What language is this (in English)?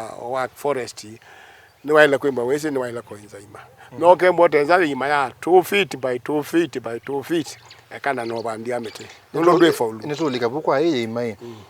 Kamba